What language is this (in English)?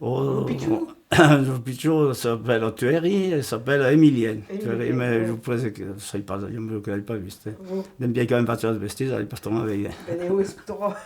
Occitan